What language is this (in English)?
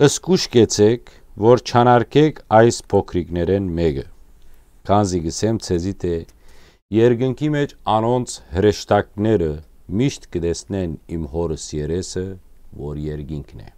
Western Armenian